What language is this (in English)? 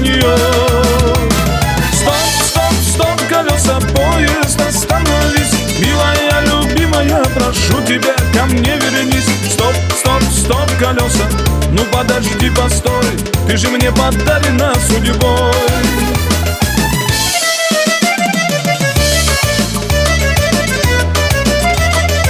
Russian